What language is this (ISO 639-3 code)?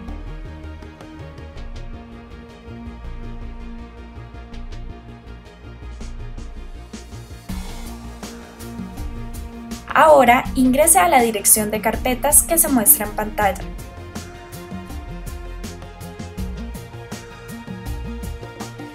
spa